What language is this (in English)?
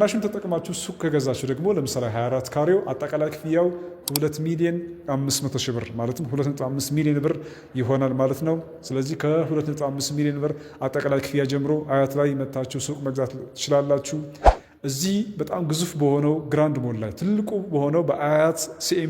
Amharic